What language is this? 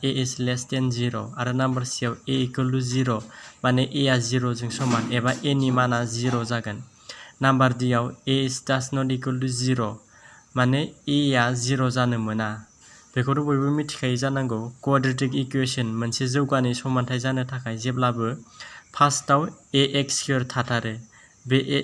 Bodo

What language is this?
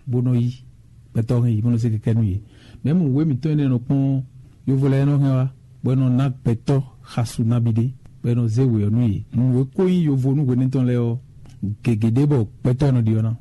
Fon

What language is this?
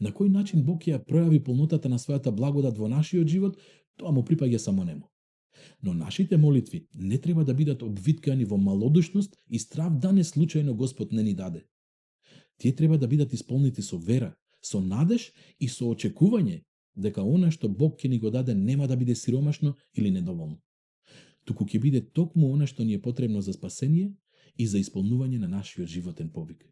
Macedonian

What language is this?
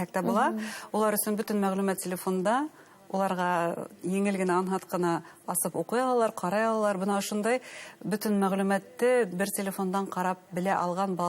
Bashkir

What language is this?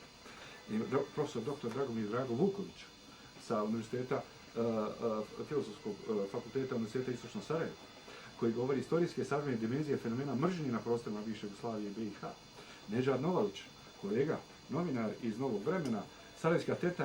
Bosnian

